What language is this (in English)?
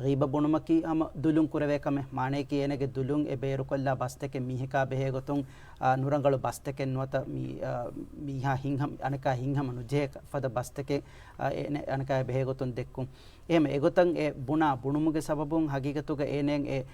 Divehi